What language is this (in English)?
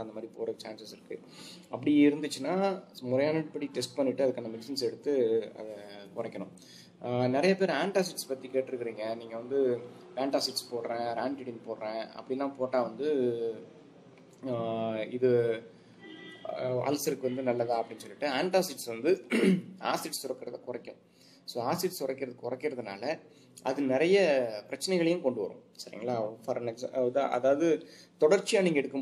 Tamil